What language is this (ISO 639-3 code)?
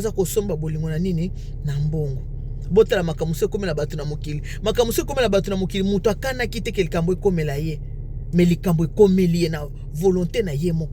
lin